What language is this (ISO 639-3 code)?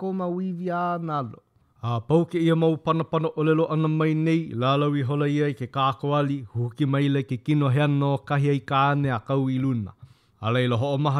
haw